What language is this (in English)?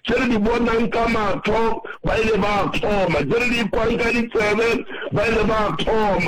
Northern Sotho